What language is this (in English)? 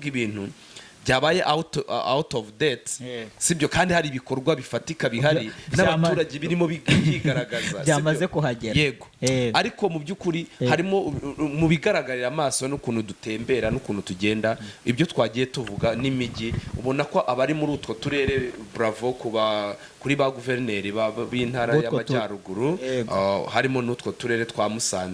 Kinyarwanda